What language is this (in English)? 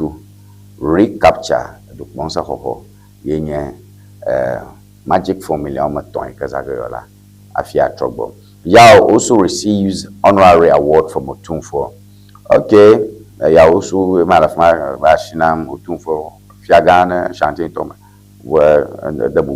Ewe